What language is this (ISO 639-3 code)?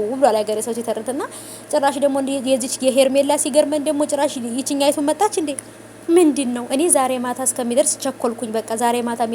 amh